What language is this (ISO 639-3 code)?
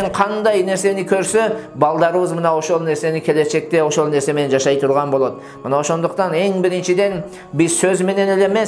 kir